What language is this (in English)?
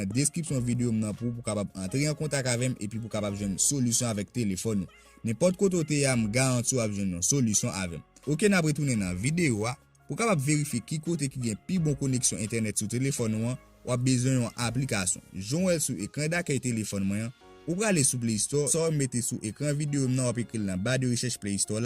Haitian Creole